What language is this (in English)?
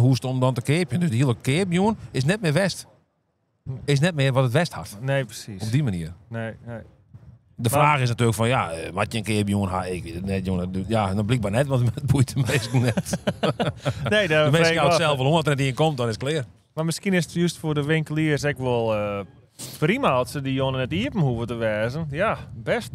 Western Frisian